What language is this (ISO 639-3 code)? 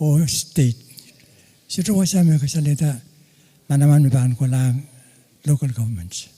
pon